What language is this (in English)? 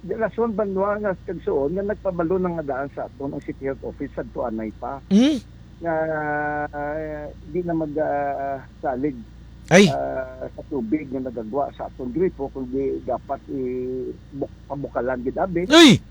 Hiligaynon